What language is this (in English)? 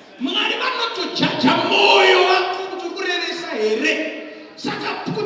Shona